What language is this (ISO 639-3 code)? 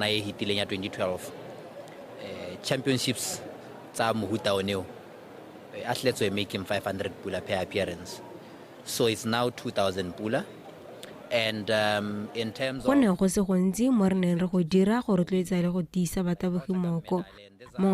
tsn